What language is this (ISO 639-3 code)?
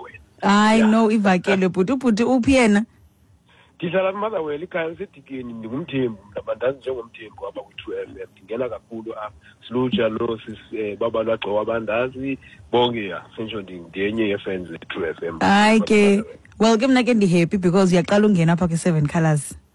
xho